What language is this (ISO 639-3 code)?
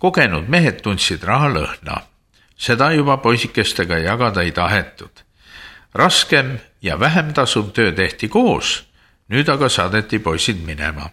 est